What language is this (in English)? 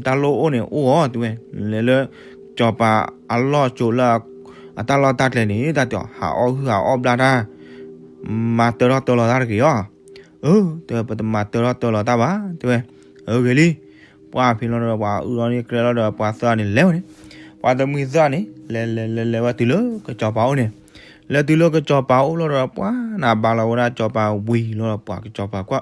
S'gaw Karen